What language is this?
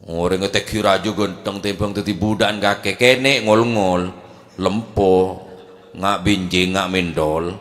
Madurese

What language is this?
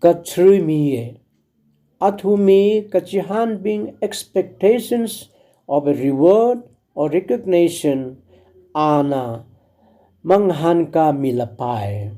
Tangkhul Naga (India)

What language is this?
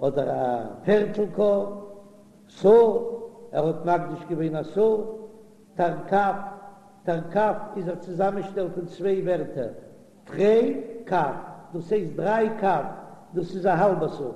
Yiddish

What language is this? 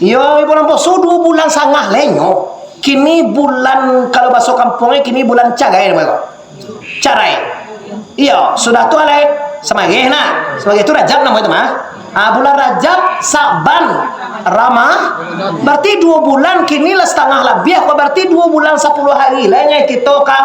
Minangkabau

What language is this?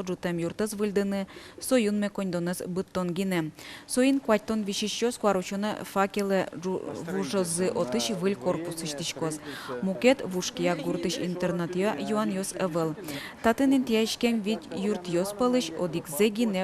Udmurt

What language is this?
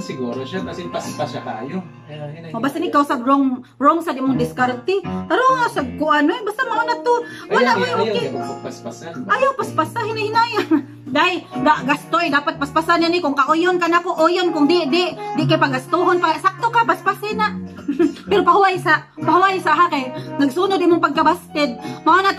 Cebuano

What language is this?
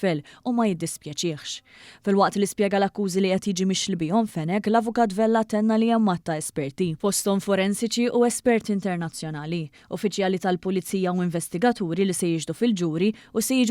Maltese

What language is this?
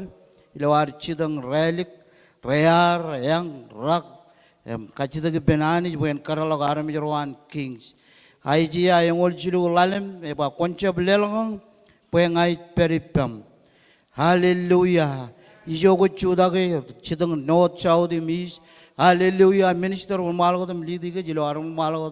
Marshallese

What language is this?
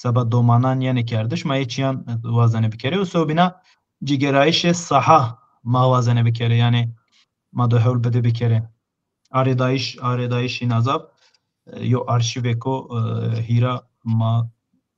Zaza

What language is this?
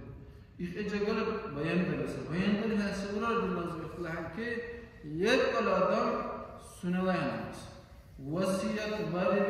Dargwa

